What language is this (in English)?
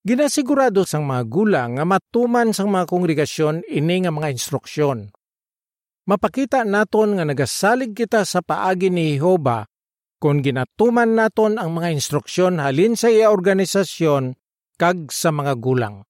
Hiligaynon